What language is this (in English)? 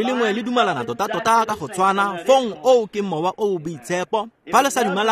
Tswana